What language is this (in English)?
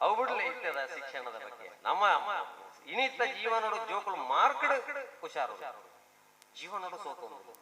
Tulu